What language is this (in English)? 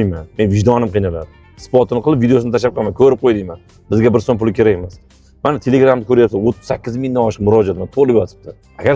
Uzbek